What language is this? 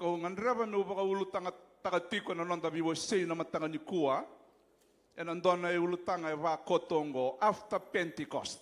Fijian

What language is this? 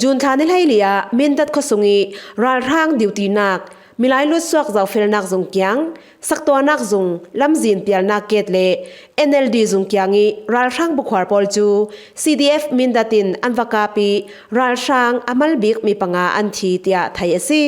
Falam Chin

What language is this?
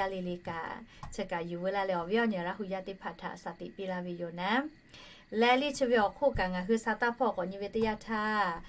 Lahu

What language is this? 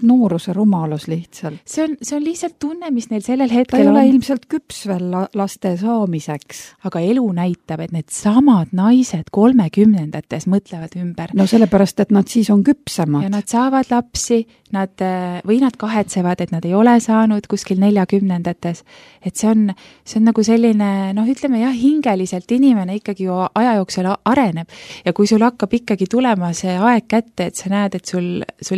Estonian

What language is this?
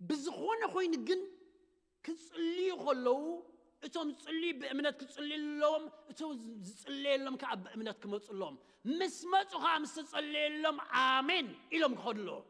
Tigrinya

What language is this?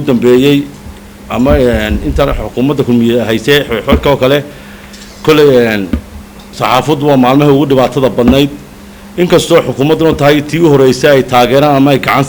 Somali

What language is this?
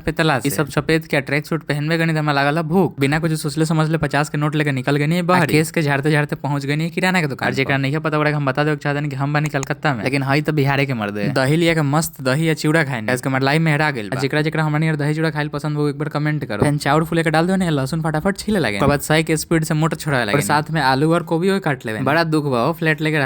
Bhojpuri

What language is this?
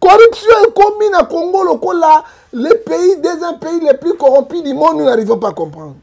Lingala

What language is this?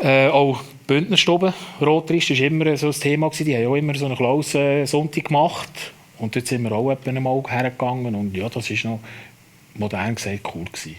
Swiss German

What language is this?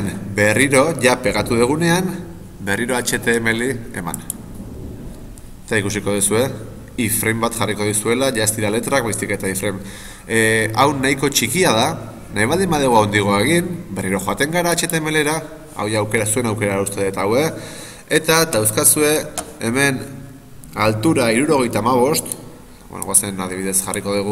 Basque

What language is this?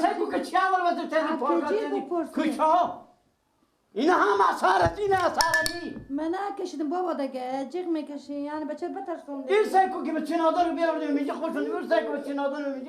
Persian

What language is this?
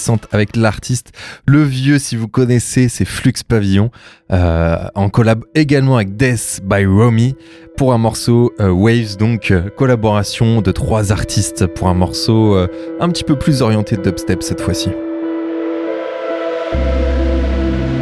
French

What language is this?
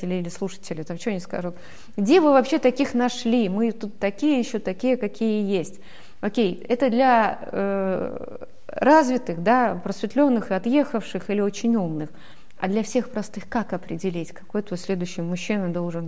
Russian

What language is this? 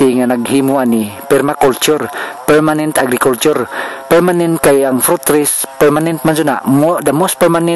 Cebuano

